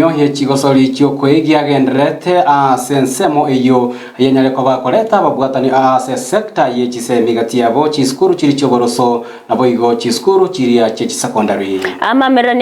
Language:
Gusii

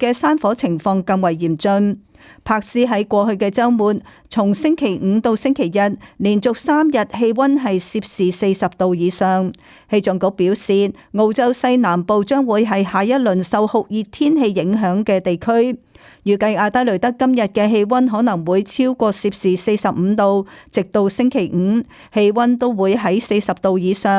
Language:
Cantonese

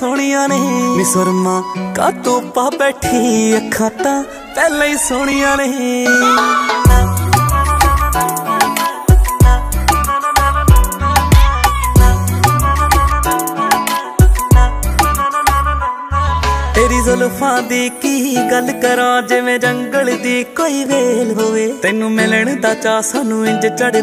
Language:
Punjabi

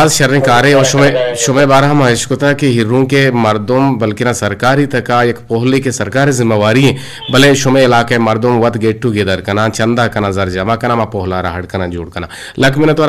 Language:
Eastern Balochi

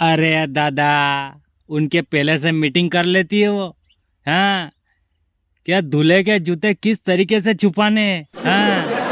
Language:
Rajasthani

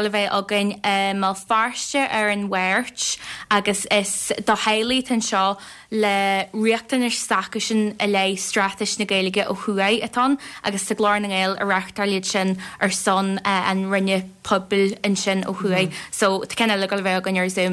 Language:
Irish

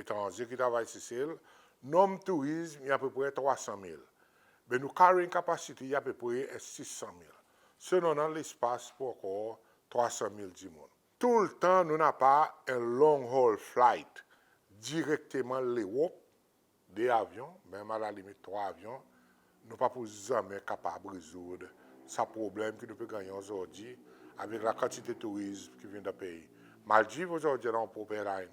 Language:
Seselwa Creole French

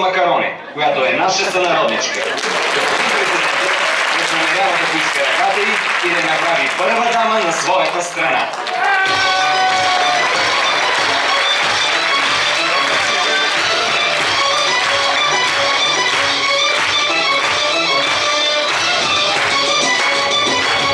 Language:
Bulgarian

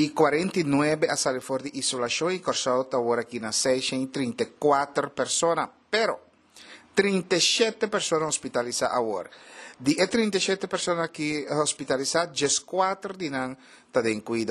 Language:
Papiamento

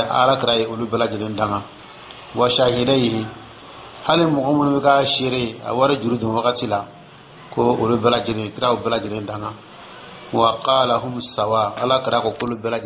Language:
Dyula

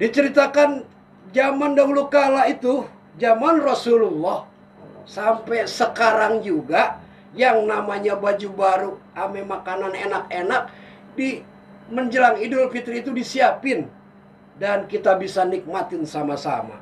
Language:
Betawi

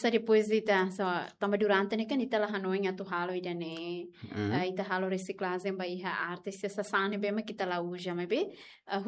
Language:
Tetum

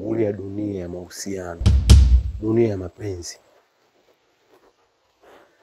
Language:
Swahili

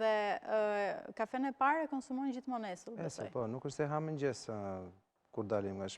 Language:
Albanian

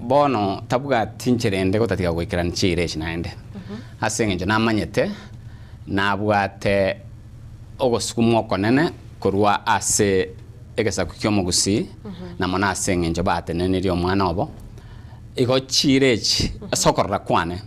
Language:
Gusii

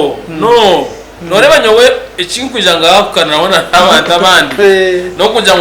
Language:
Nyankole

